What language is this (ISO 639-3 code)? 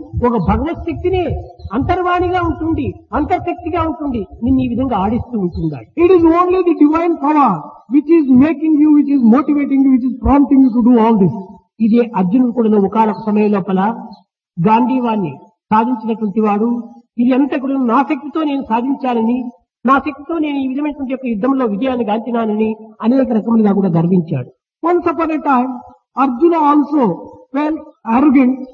tel